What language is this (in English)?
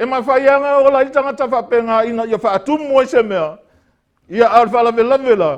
Samoan